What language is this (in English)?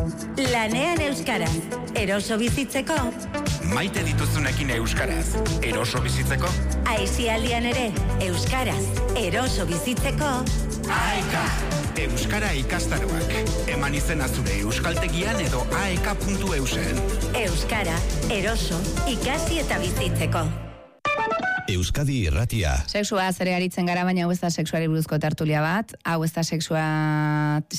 Basque